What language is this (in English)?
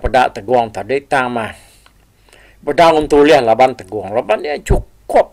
Iban